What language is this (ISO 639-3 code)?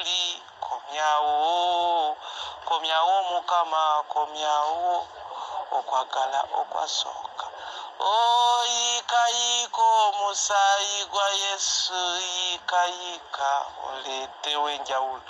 lug